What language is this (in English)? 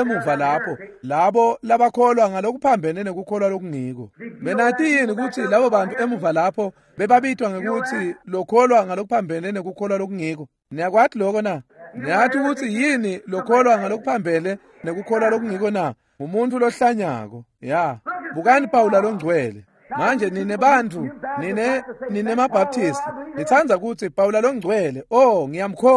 Swati